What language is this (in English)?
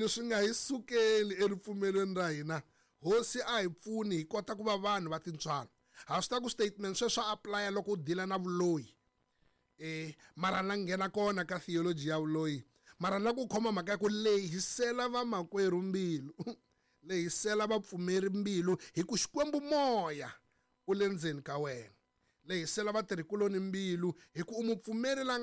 Tsonga